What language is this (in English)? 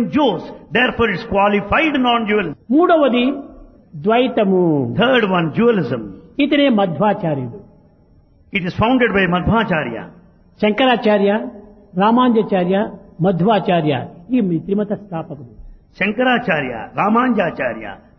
Telugu